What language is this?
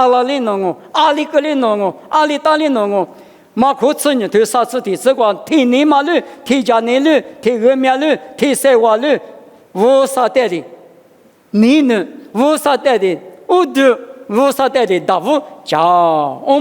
Lisu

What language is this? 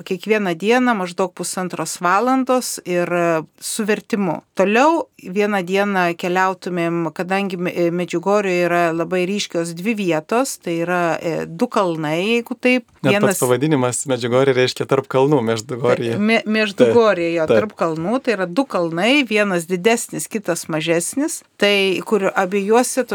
Lithuanian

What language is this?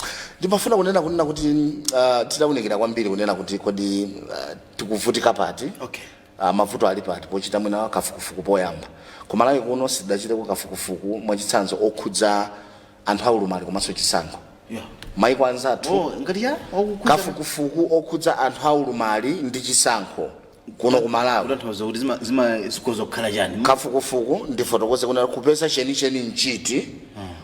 Nyanja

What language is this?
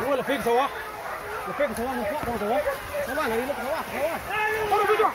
Minangkabau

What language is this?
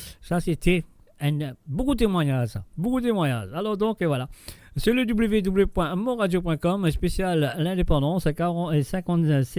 Morisyen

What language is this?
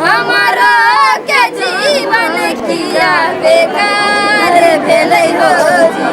Maithili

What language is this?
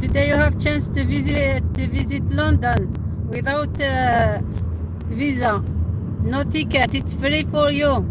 Algerian Arabic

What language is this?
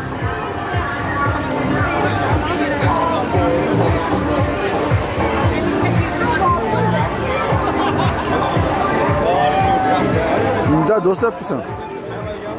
Bulgarian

